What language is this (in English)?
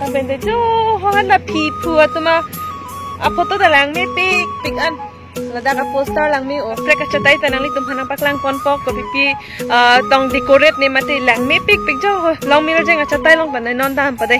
Karbi